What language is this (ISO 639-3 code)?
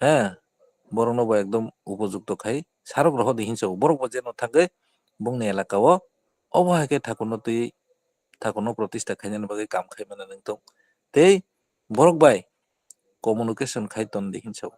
trp